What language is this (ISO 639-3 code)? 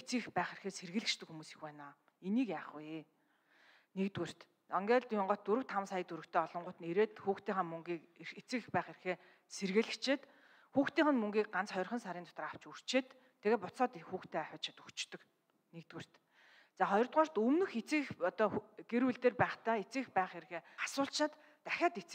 mon